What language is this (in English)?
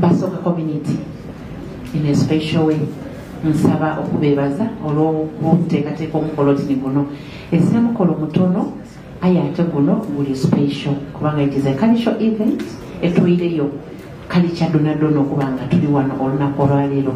Soga